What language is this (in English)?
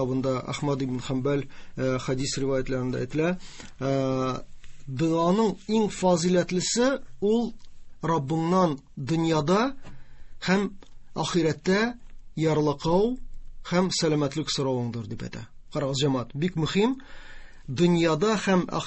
Tatar